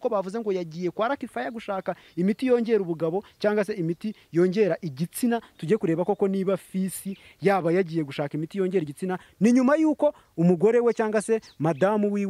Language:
Kinyarwanda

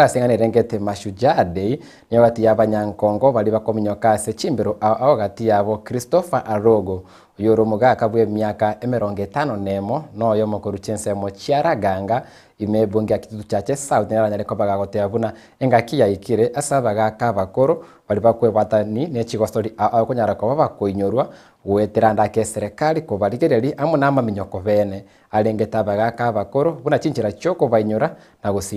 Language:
Gusii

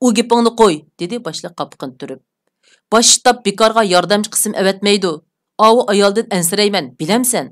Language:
Uyghur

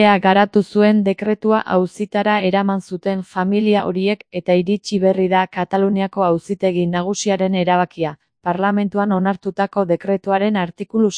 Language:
Basque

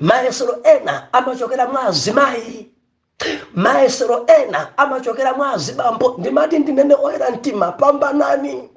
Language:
Nyanja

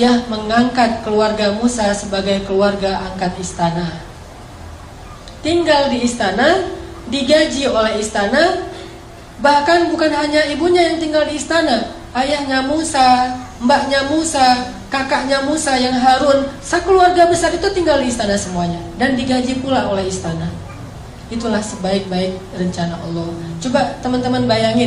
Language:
Indonesian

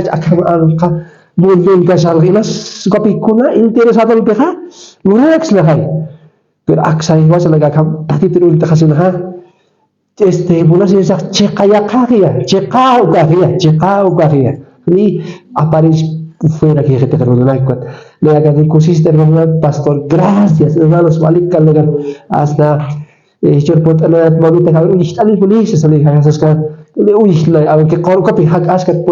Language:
Aymara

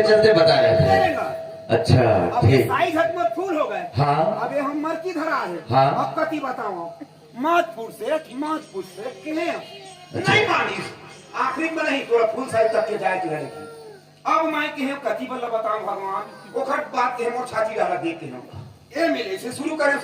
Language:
Chhattisgarhi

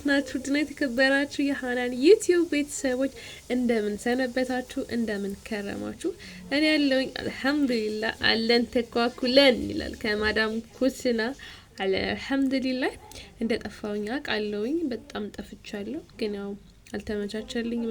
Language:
Amharic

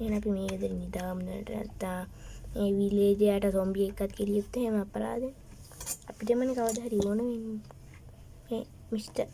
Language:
Sinhala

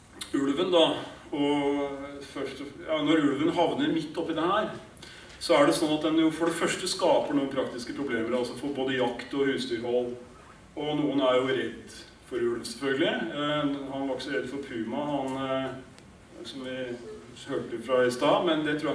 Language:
Norwegian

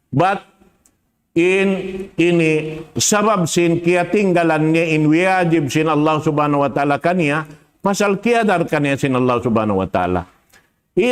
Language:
Tausug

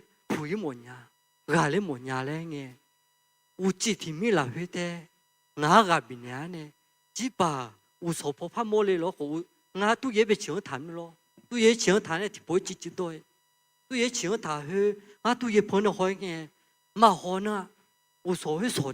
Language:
Akha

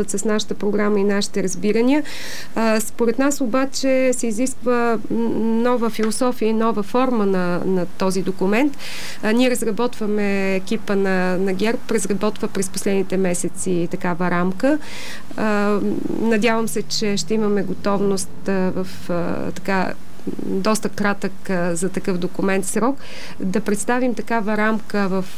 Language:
Bulgarian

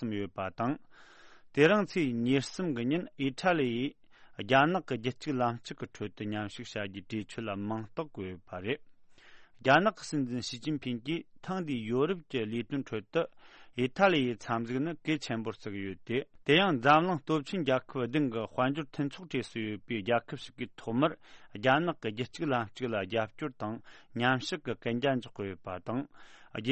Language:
Tibetan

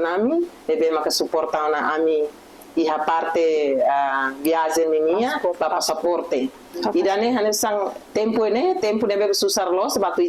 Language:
Tetum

